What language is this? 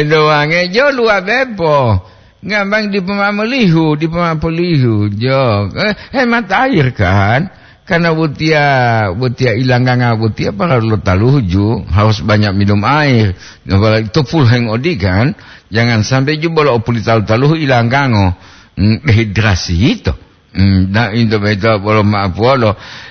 Gorontalo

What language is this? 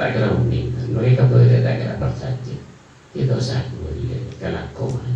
Madurese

